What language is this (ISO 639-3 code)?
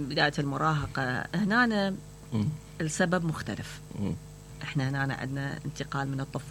acm